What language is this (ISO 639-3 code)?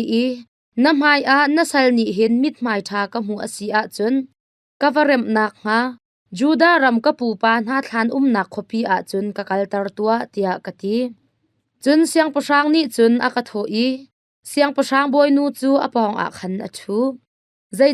cnh